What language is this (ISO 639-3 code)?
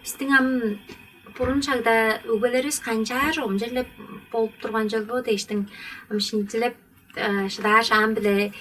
tyv